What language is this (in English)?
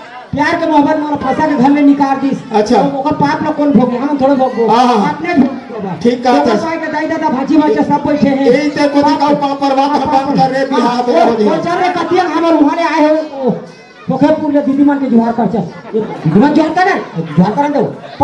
Chhattisgarhi